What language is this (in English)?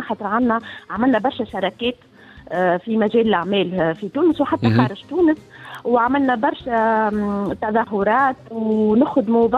Tunisian Arabic